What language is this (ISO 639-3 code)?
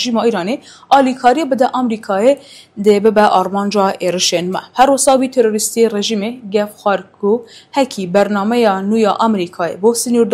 kur